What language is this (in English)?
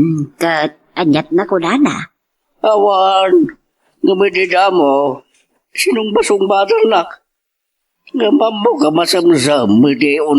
Iloko